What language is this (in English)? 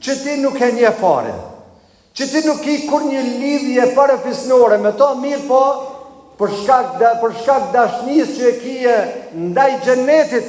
Albanian